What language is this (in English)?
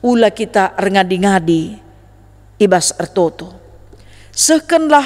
Batak Karo